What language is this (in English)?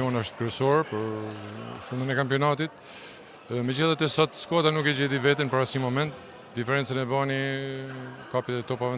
Albanian